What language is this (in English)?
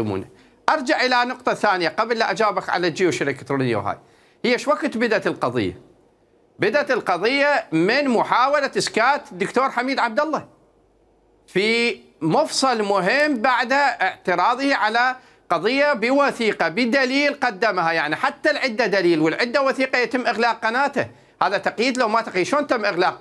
Mesopotamian Arabic